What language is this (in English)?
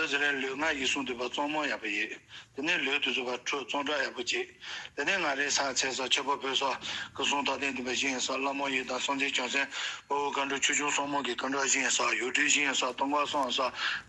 Tibetan